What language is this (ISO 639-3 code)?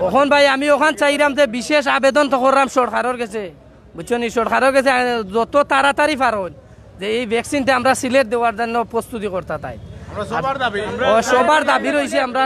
syl